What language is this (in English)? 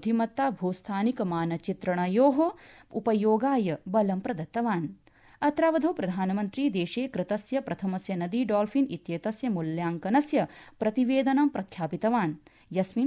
Sanskrit